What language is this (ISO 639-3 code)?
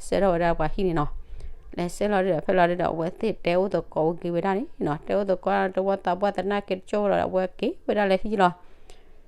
ksw